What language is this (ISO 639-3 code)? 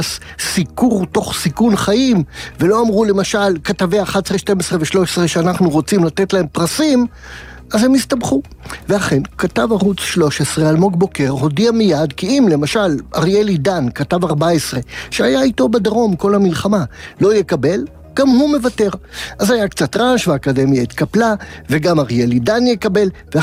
heb